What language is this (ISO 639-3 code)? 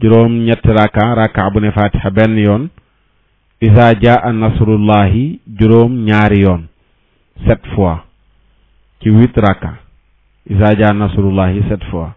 wol